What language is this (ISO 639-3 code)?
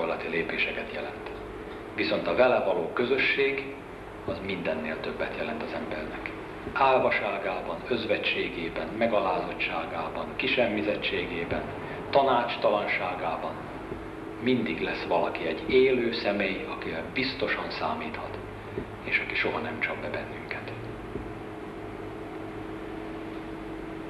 hun